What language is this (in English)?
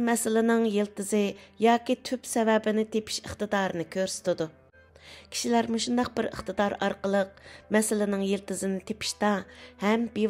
Uyghur